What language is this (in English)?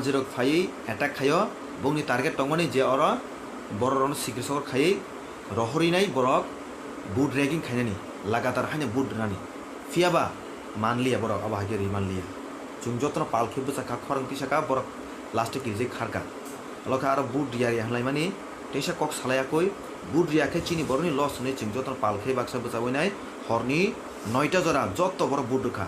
Kok Borok